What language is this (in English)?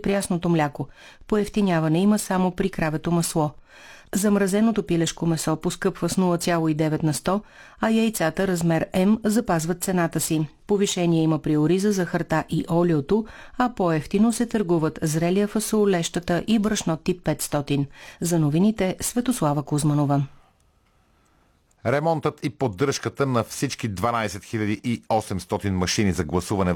Bulgarian